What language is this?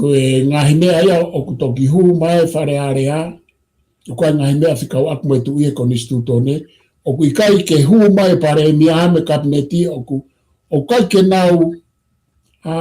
Tongan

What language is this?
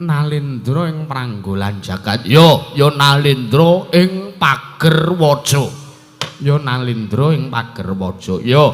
Javanese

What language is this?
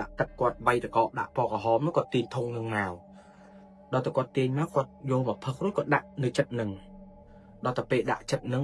Khmer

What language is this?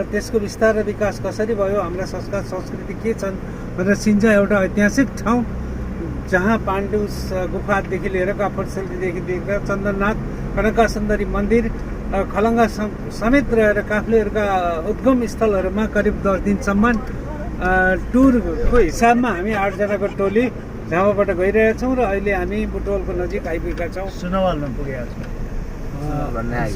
Nepali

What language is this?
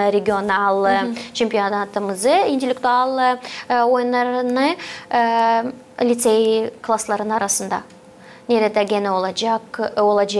Gagauz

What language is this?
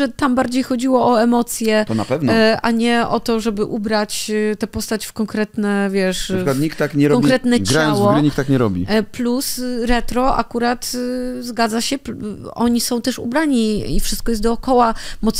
Polish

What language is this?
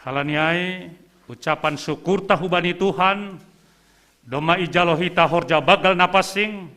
Batak Simalungun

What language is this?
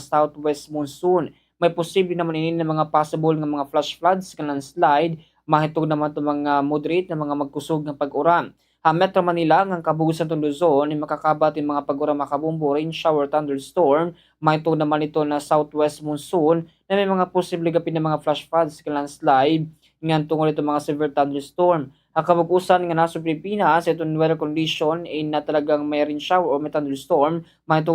Waray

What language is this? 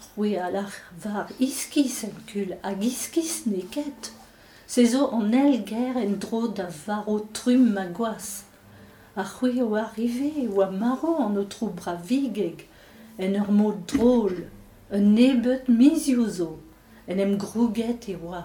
Breton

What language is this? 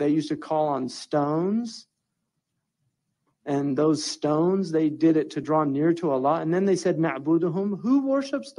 English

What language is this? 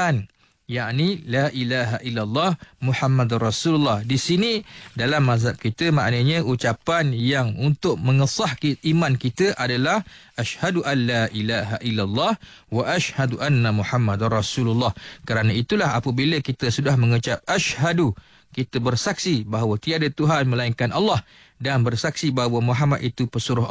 Malay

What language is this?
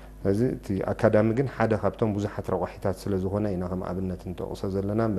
Tigrinya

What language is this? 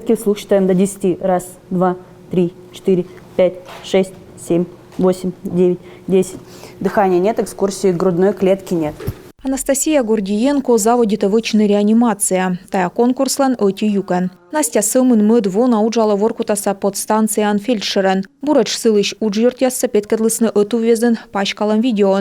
Komi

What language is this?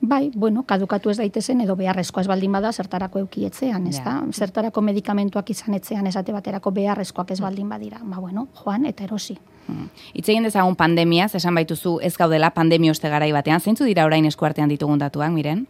Basque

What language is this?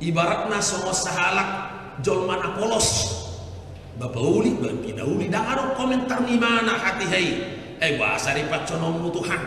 Batak Toba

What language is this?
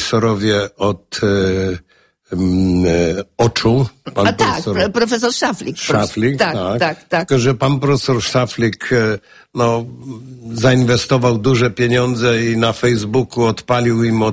Polish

